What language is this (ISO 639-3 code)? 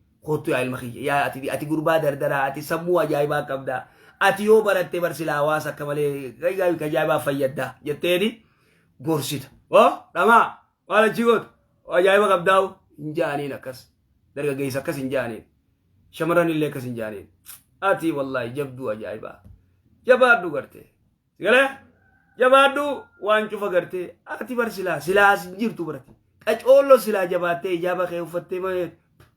orm